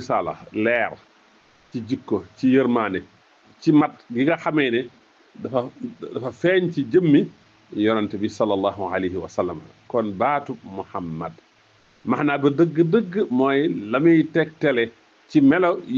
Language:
Wolof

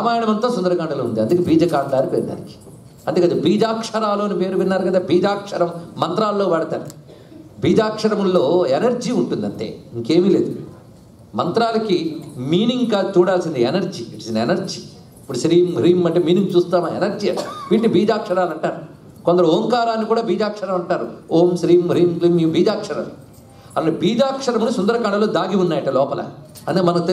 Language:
Telugu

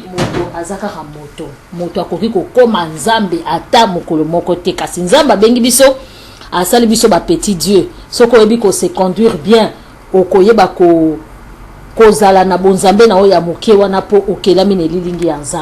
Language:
Lingala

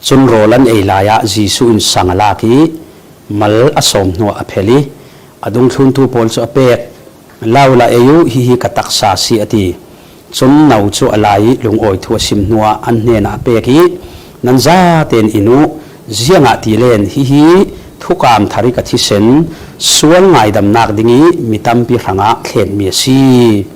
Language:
Falam Chin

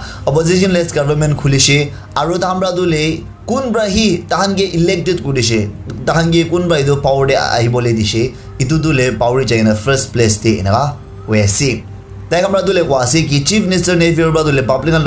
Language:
Naga Pidgin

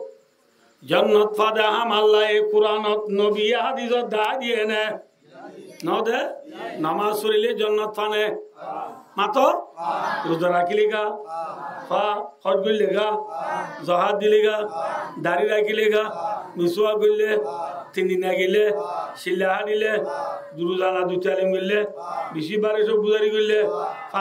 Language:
Rohingya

